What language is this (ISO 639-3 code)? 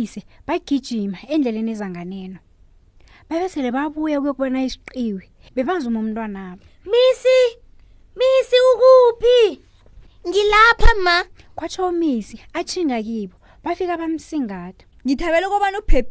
nbl